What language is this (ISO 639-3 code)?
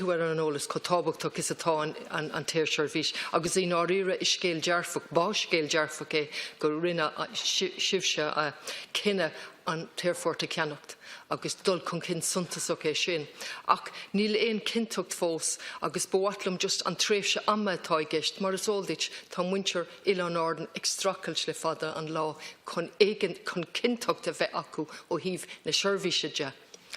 gle